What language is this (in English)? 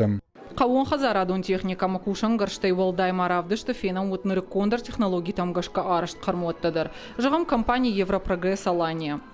Ossetic